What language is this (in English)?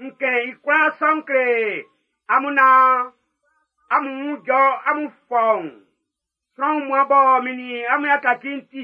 Baoulé